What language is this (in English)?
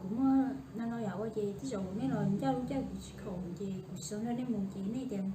Hmong